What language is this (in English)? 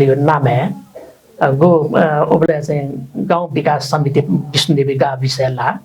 Newari